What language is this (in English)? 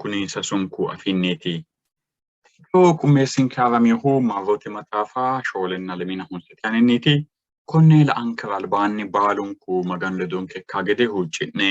Sidamo